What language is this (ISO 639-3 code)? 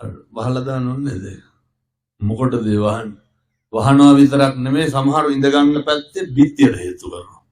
sin